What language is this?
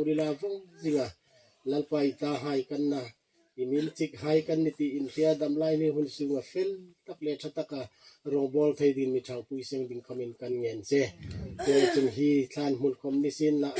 Hmar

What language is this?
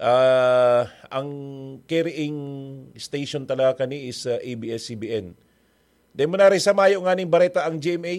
Bikol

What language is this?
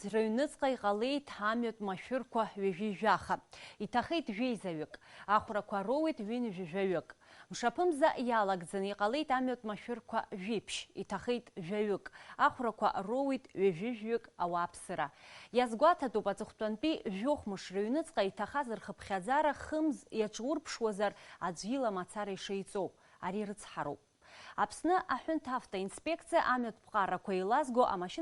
Abkhazian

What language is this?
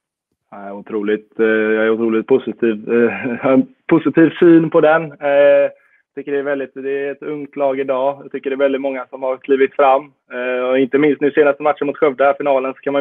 Swedish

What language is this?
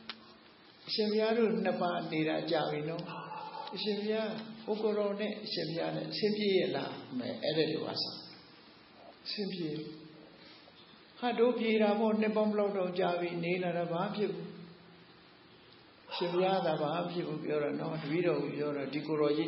Burmese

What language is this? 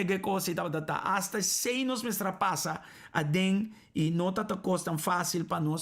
Papiamento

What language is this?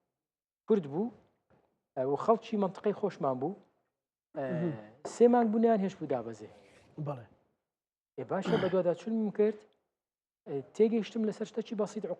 Central Kurdish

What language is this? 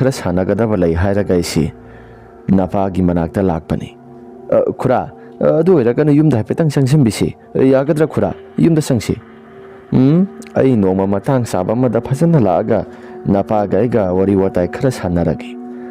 Manipuri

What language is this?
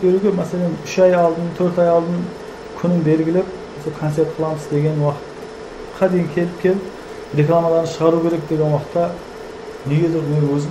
Kara-Kalpak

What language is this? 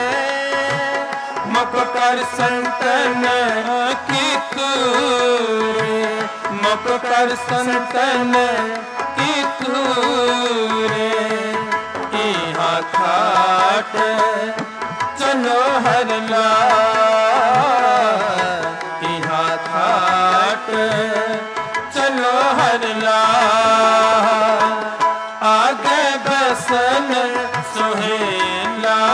Hindi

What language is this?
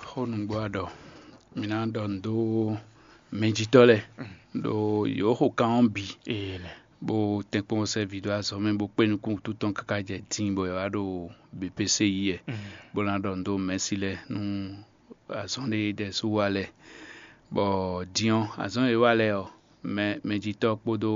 Fon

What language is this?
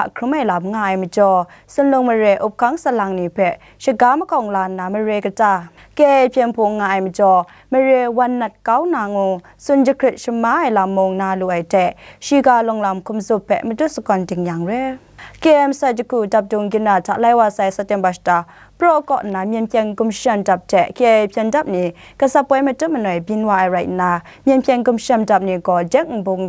Kachin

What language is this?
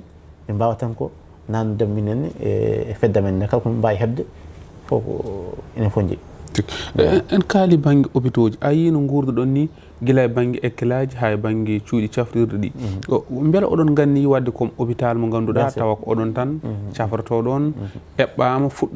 Fula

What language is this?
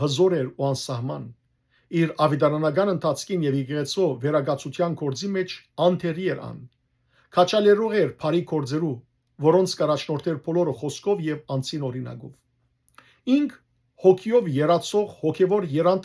Western Armenian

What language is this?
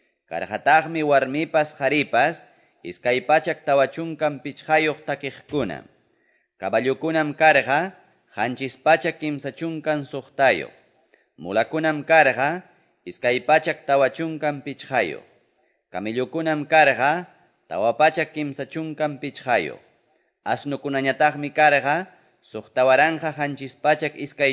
Quechua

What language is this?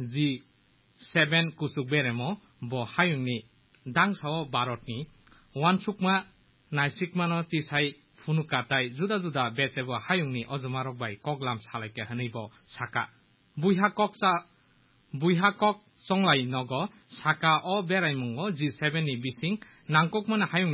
Kok Borok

